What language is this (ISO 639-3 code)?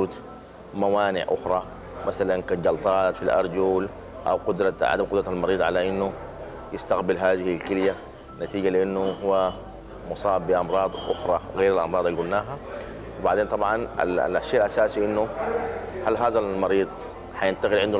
arz